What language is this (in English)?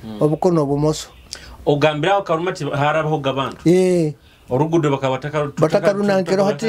Nyoro